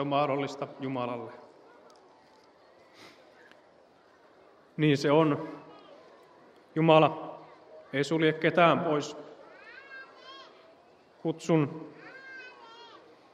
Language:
Finnish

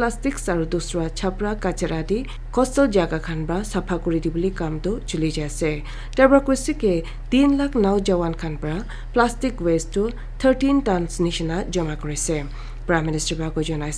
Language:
Naga Pidgin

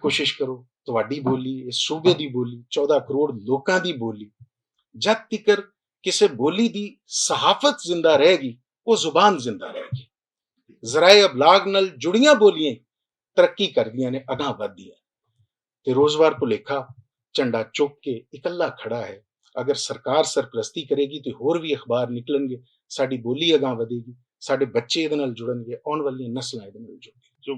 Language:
Western Panjabi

